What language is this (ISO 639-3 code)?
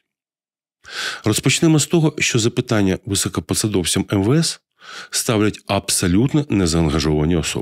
ukr